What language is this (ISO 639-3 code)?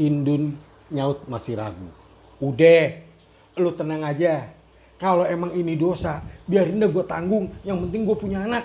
bew